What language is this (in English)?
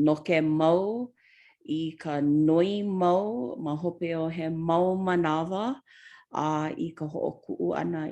Hawaiian